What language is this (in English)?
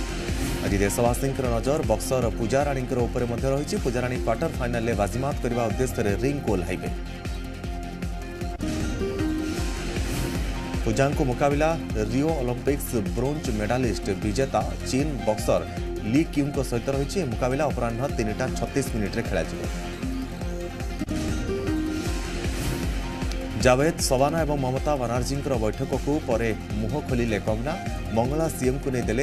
Odia